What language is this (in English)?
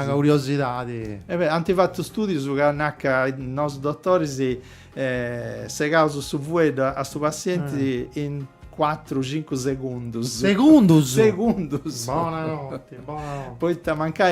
Sardinian